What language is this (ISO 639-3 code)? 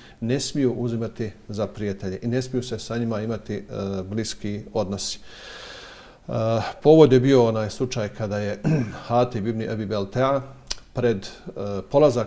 bos